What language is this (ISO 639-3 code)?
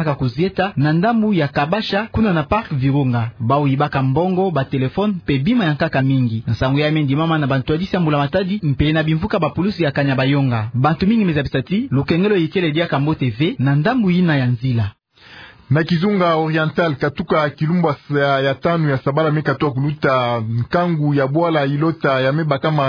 ktu